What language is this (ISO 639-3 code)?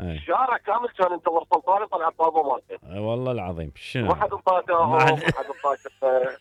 acm